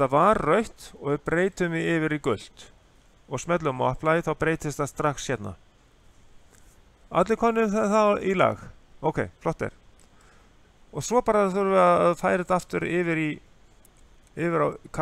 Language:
Icelandic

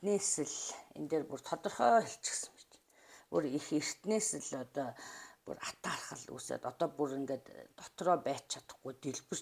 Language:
Mongolian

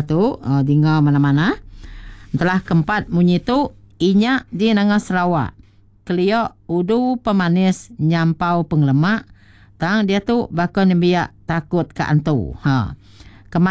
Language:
Iban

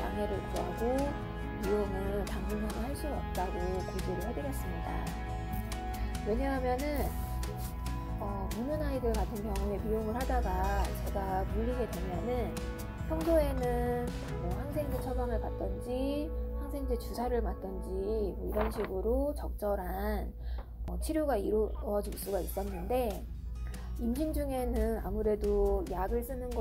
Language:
Korean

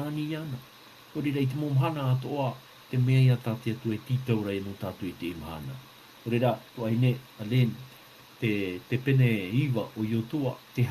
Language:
Tahitian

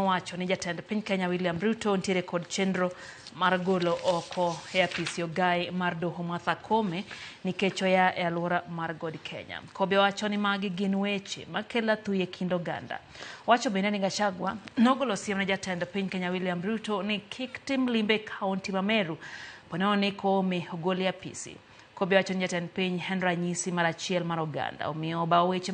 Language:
Luo (Kenya and Tanzania)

